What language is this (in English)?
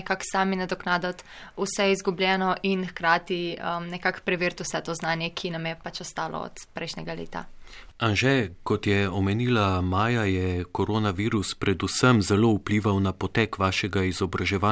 Slovenian